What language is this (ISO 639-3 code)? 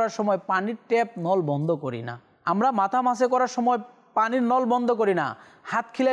ben